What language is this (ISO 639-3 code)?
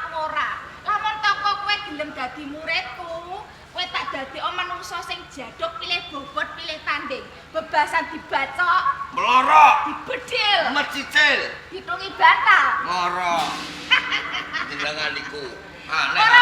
jav